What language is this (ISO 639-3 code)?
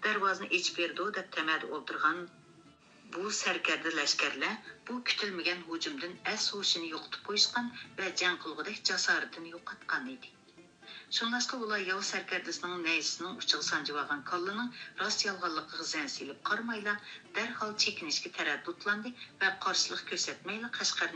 uig